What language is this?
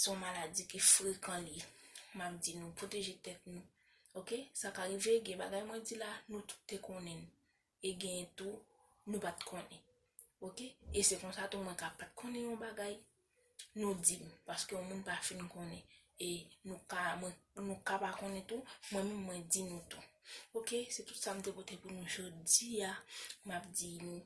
Haitian Creole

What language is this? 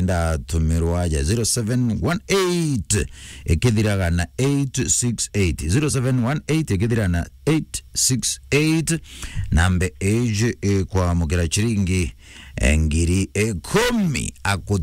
Meru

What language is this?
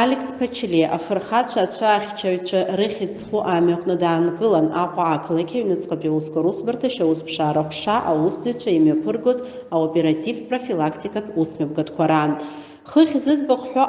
Abkhazian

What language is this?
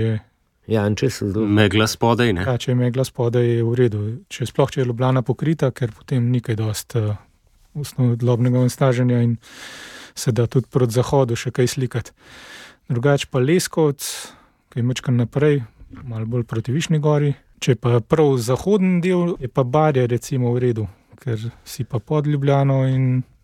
Slovenian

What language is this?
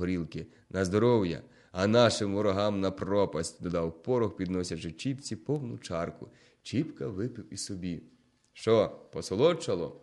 Ukrainian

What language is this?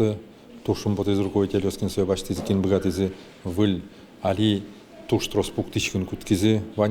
Udmurt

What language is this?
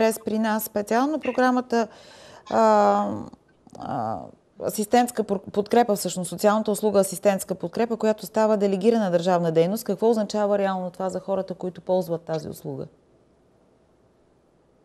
Bulgarian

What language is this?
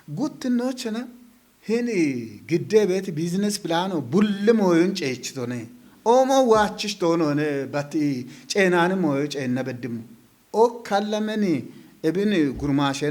Kafa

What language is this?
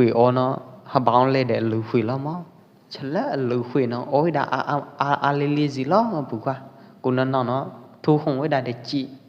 Pwo Eastern Karen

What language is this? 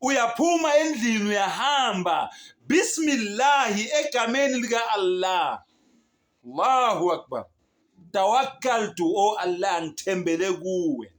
Zulu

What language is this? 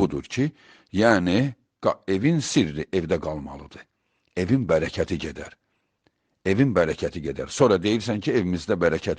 Azerbaijani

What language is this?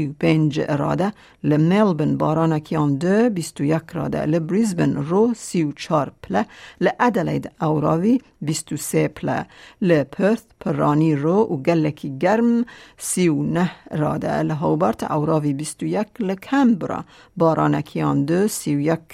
Kurdish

